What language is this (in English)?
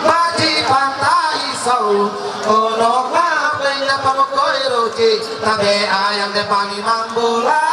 Ma'anyan